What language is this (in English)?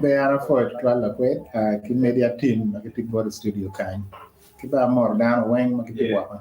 Acoli